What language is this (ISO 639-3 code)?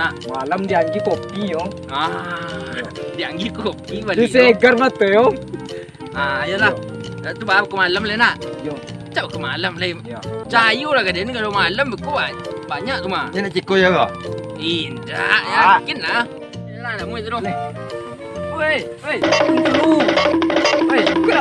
min